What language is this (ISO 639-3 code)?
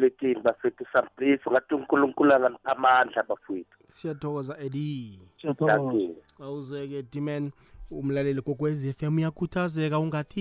nbl